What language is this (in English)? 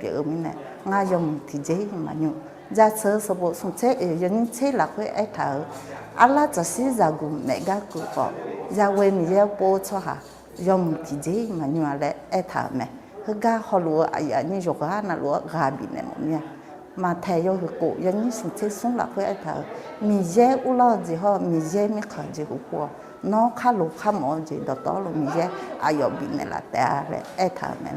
Akha